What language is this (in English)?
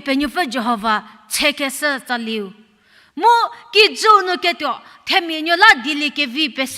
Angami Naga